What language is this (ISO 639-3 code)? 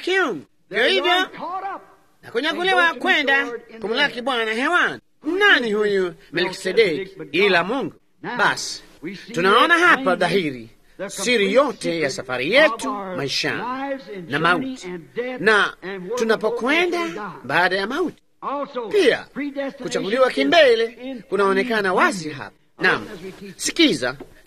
swa